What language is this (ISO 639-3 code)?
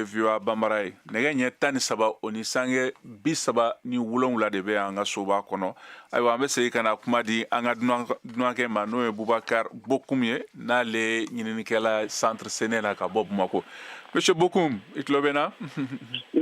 bam